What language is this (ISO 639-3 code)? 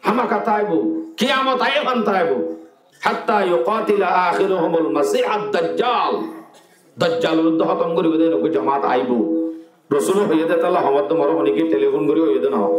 rhg